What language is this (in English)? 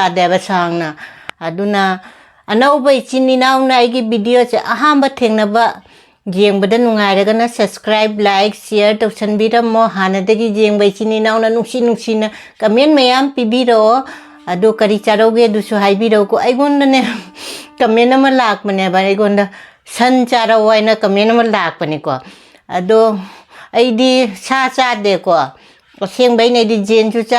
Manipuri